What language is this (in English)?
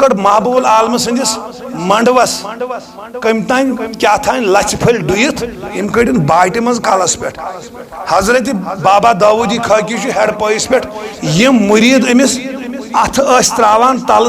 Kashmiri